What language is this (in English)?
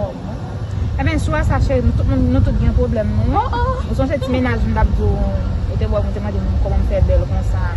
Haitian Creole